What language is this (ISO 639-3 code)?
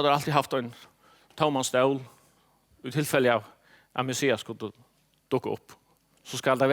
fao